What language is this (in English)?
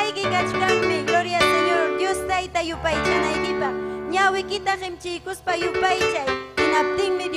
Ayacucho Quechua